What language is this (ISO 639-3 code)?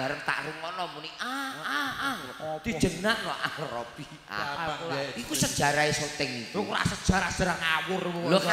jav